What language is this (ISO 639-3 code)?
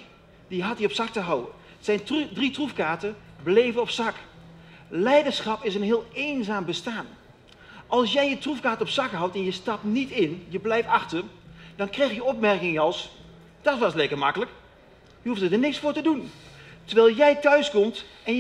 nld